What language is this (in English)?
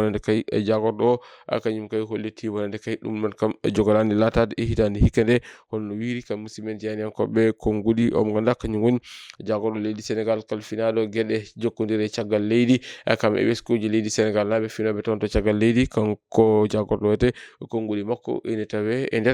Fula